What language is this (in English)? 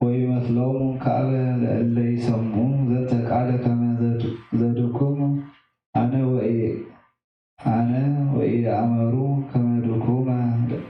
Geez